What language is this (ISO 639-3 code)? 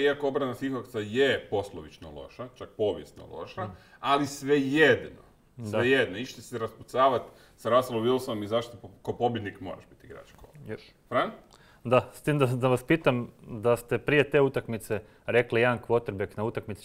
hrv